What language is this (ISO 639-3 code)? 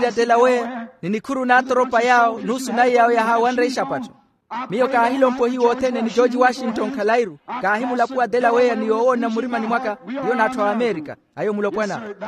vmw